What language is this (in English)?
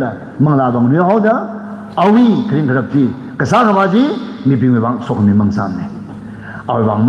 Tangkhul Naga (India)